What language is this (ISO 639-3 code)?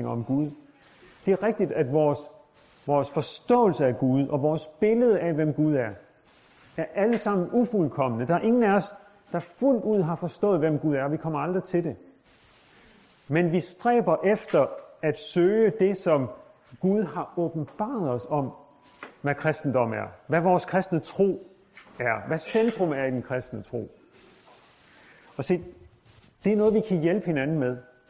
dan